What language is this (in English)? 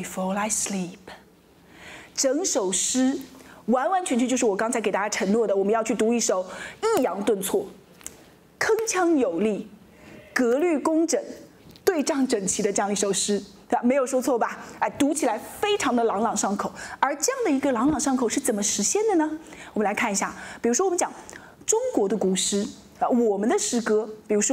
Chinese